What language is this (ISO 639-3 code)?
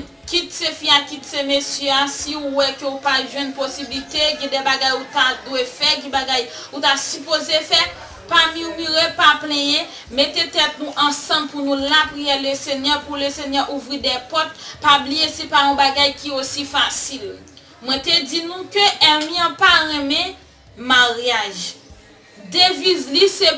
hat